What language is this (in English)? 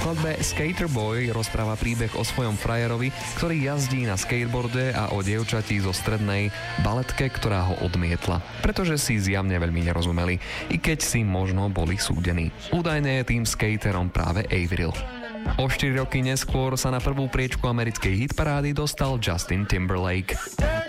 Slovak